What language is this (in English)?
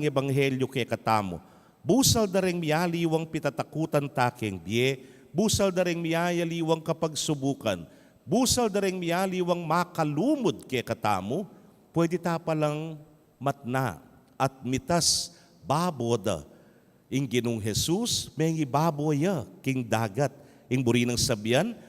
Pampanga